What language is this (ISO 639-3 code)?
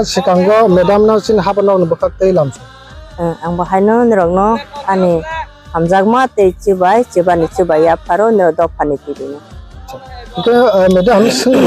trp